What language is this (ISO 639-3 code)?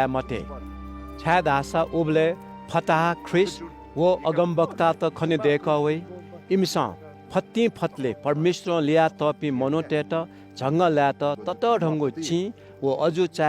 new